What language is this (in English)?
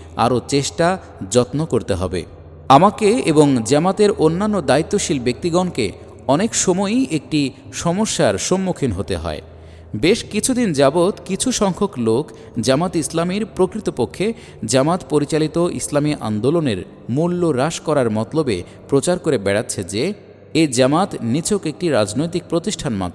Bangla